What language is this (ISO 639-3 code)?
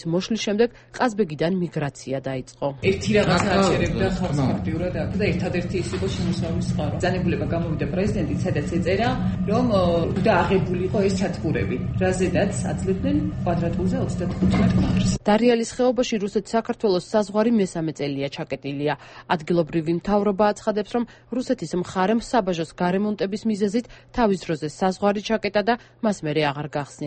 kat